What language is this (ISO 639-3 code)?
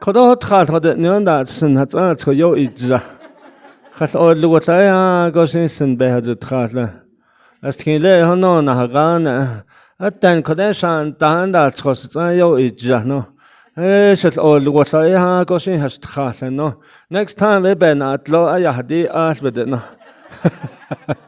nav